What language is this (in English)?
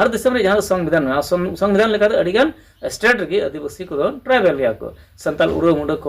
Santali